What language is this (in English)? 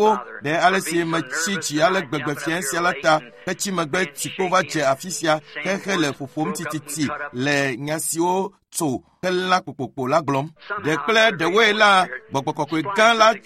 Ewe